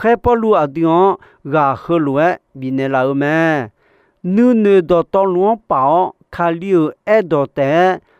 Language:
Akha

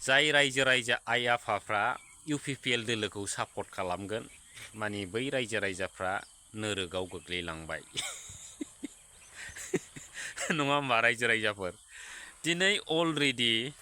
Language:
Bodo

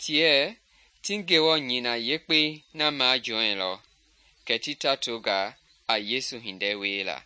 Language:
Mende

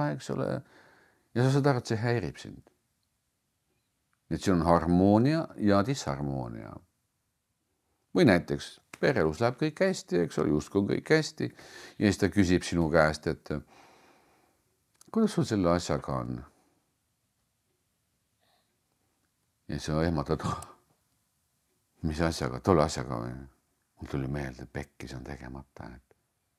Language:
Estonian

